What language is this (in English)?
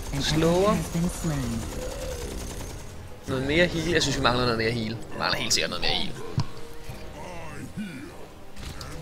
Danish